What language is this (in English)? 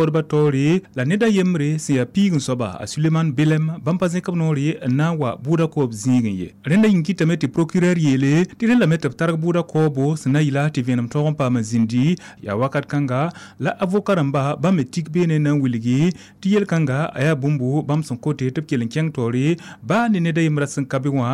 Mossi